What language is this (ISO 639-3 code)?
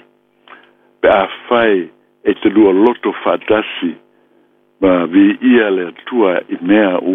smo